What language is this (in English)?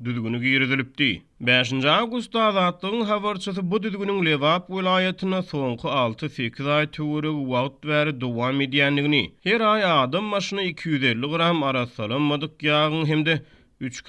Turkmen